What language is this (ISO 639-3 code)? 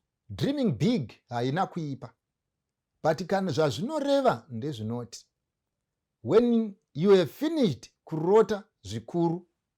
sna